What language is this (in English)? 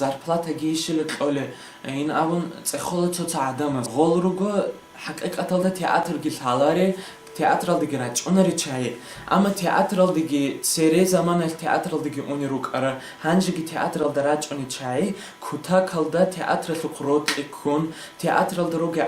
Avaric